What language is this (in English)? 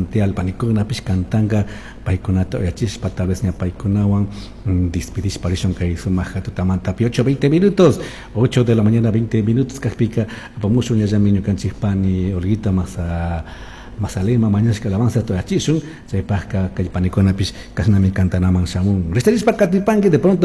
Chimborazo Highland Quichua